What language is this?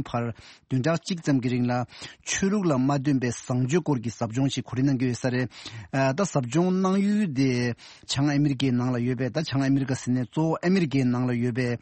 Tibetan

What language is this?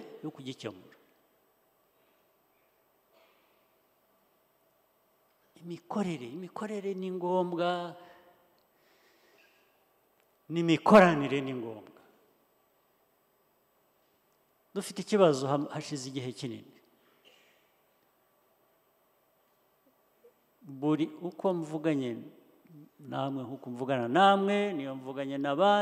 Kinyarwanda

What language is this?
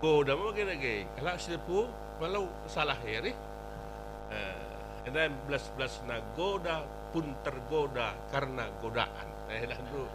Batak Karo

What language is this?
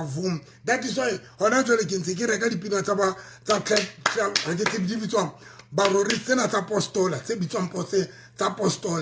Southern Sotho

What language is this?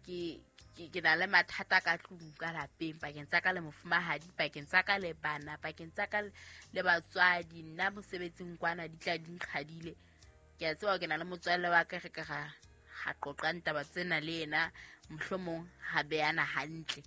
Southern Sotho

